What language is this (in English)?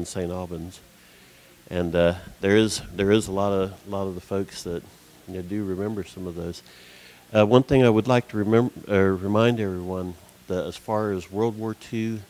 English